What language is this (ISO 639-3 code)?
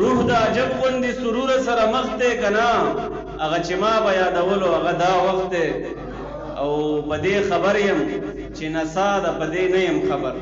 pus